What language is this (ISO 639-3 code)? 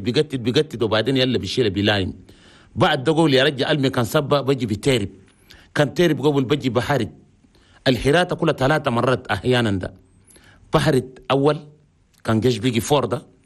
shu